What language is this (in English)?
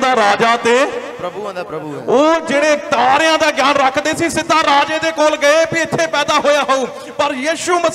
Punjabi